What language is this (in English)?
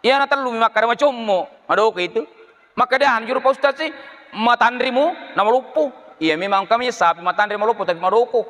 Buginese